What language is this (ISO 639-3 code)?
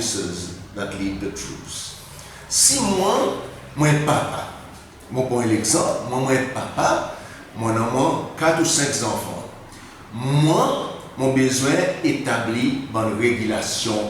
crs